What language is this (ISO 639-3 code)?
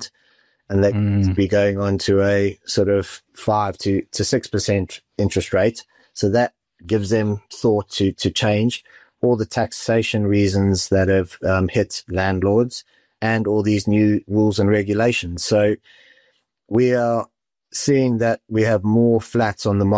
eng